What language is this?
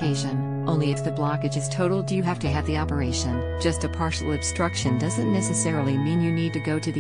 English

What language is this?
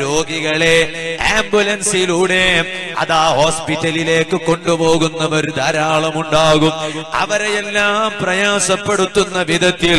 Malayalam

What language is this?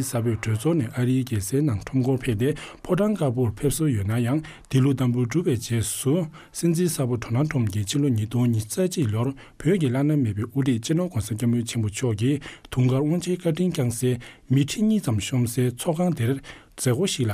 Tibetan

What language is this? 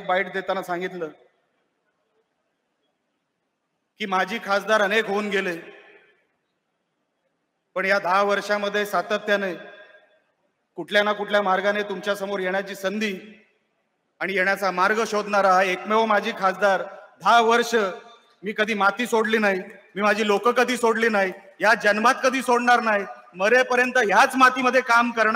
Marathi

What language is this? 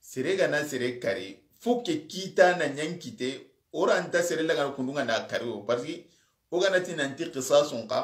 Soninke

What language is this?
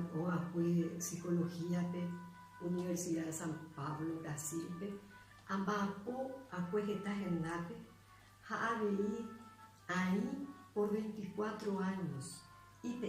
Guarani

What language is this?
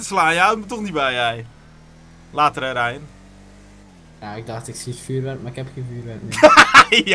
Dutch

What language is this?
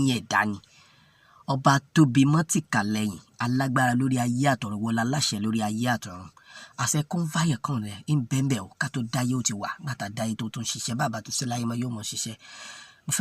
Yoruba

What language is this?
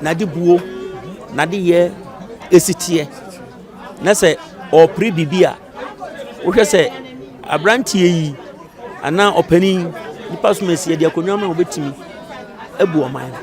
Akan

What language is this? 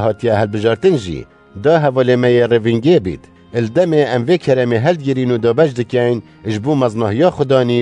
Kurdish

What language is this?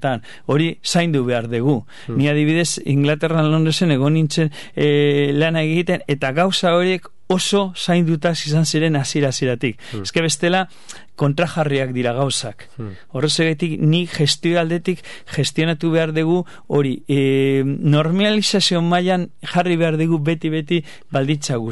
Basque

